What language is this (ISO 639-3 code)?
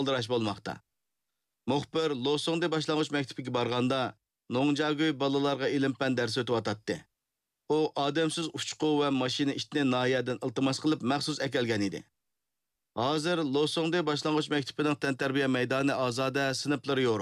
uig